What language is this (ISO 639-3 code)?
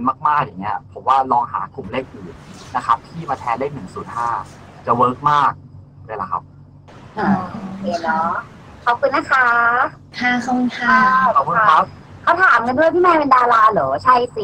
tha